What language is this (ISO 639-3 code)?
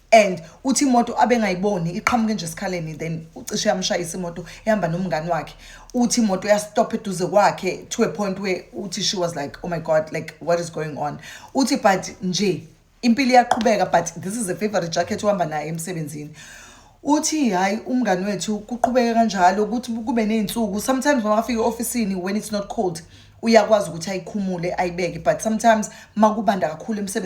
zul